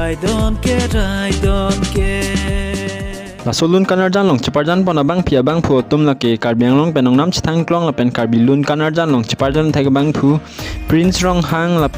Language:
Karbi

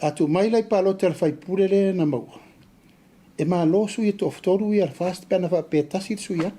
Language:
Samoan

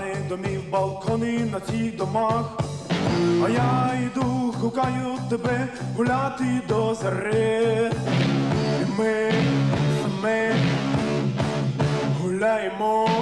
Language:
Ukrainian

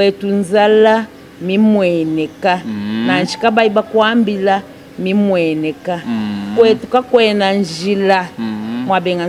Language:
Luba-Lulua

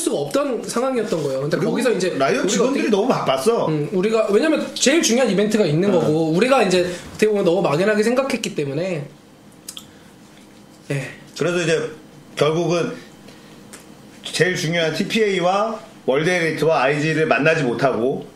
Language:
Korean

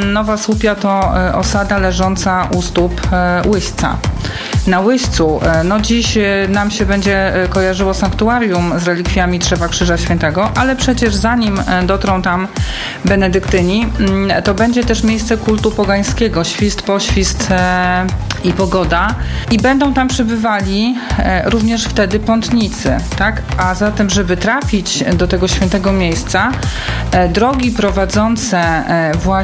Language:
Polish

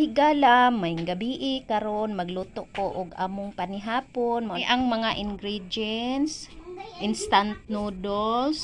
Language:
Cebuano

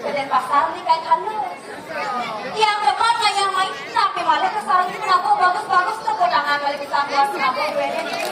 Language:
Balinese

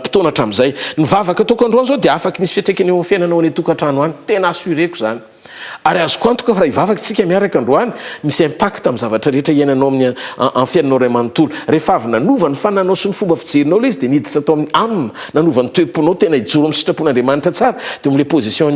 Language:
Malagasy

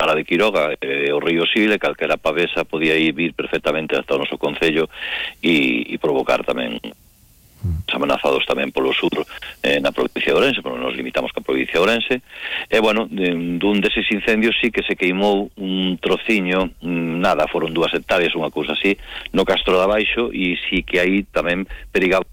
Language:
Galician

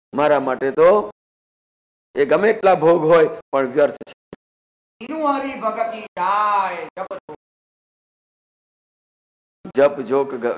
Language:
Gujarati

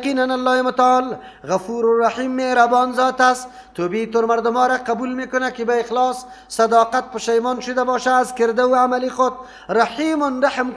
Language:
Persian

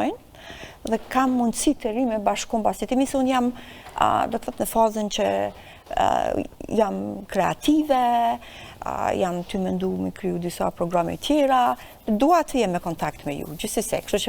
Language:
Albanian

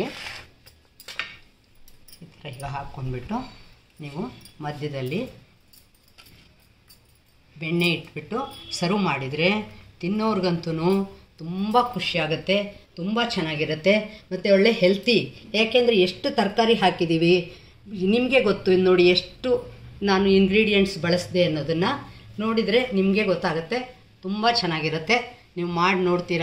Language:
Kannada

